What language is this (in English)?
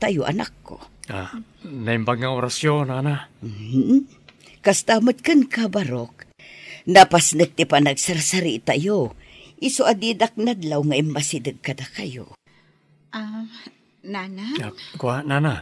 Iloko